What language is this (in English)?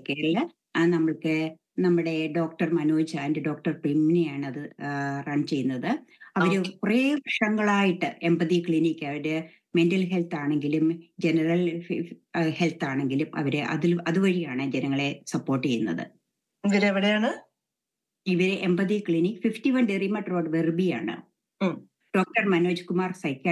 Malayalam